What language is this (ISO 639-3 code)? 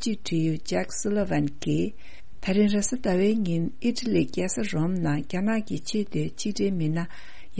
bod